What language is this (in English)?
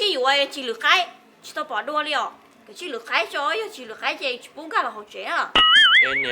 Hmong